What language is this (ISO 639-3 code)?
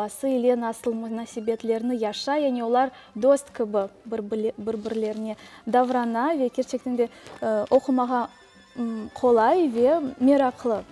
crh